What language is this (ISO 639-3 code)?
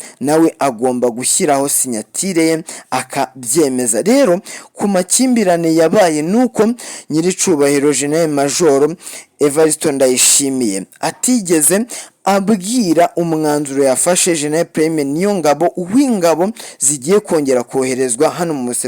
run